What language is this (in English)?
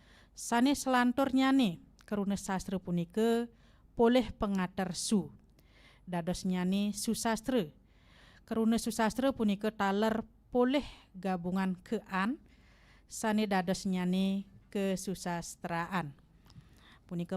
Balinese